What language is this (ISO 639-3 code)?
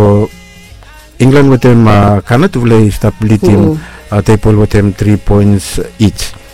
bis